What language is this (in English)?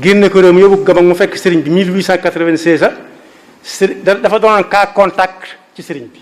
Wolof